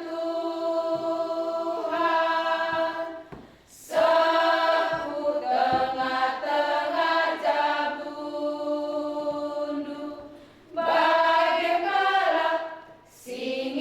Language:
Batak Karo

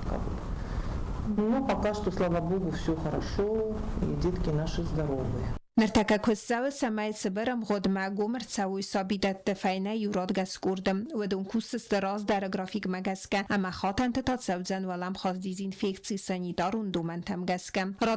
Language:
Ossetic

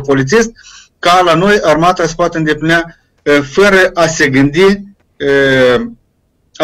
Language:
Romanian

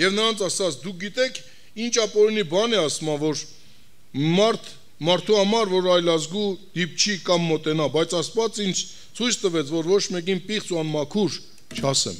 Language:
Armenian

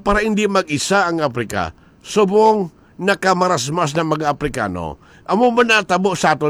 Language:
Hiligaynon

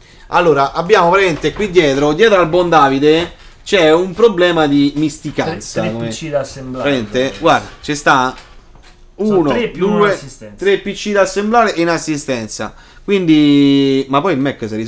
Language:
Italian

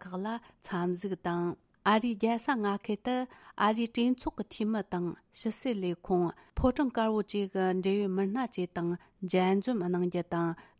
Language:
Tibetan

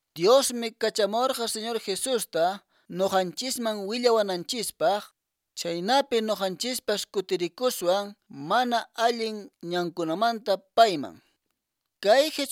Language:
Quechua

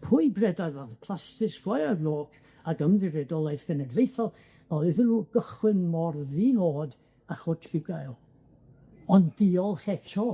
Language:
Welsh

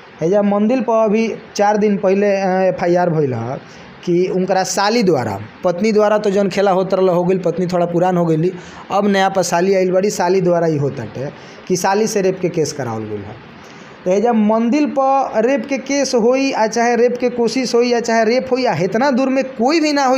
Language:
Bhojpuri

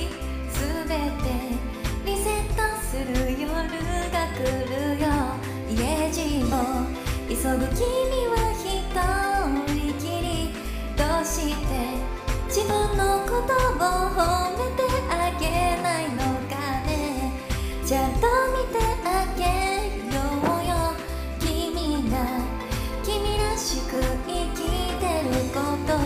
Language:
Japanese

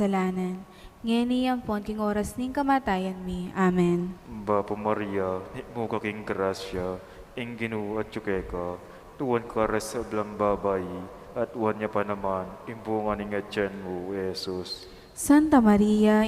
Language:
Pampanga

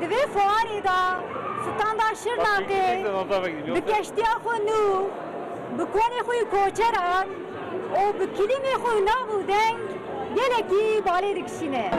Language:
Kurdish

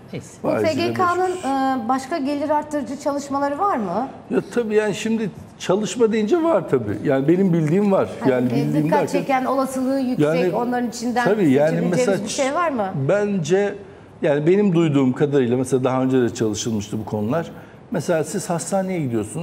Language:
Turkish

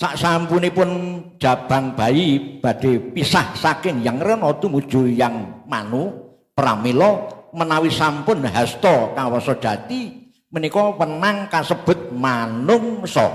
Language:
Javanese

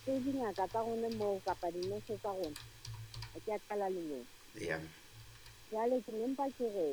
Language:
Southern Sotho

